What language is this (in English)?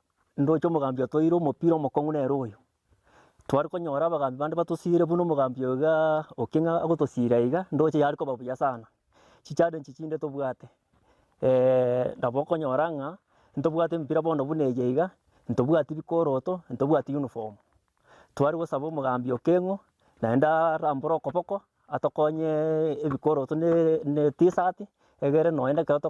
Gusii